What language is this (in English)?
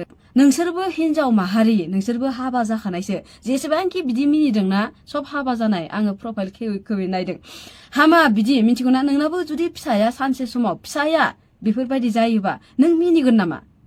Bodo